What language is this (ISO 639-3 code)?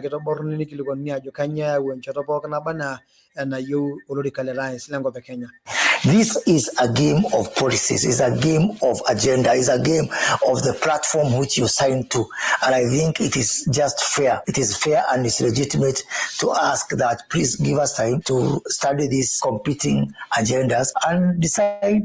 mas